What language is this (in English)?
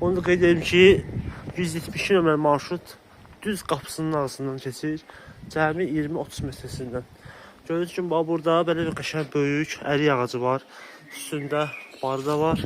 Azerbaijani